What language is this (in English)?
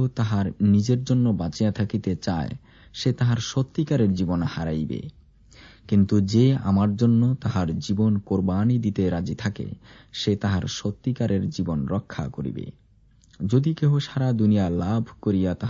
Bangla